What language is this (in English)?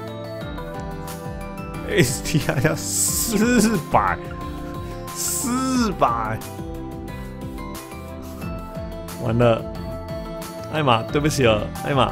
Chinese